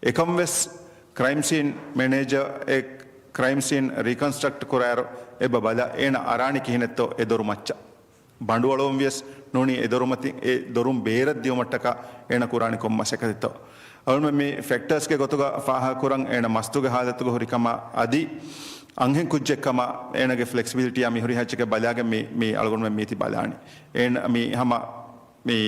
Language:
Divehi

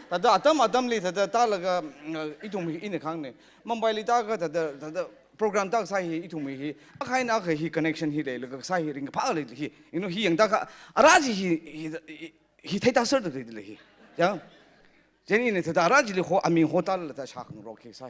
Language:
Tangkhul Naga (India)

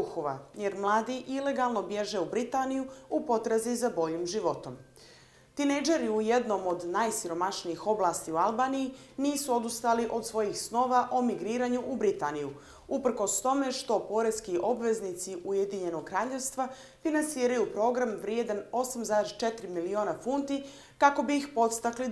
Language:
Bosnian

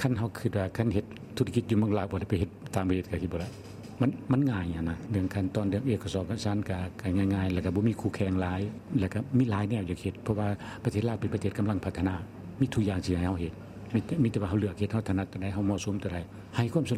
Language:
Lao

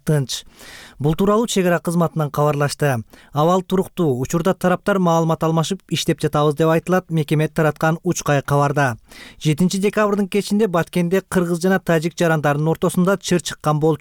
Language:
Kyrgyz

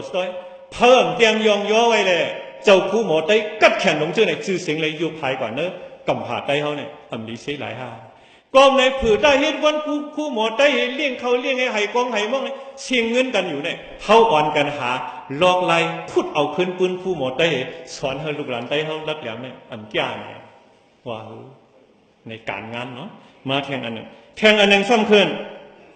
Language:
Shan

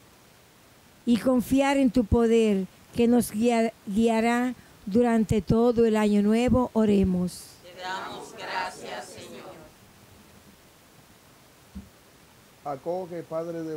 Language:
Spanish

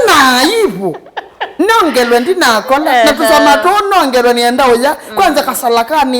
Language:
Kamba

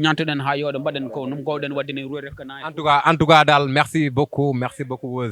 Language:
Fula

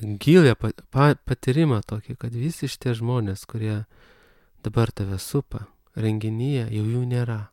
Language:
Lithuanian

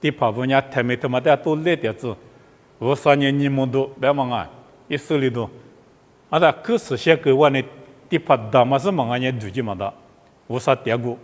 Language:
Lisu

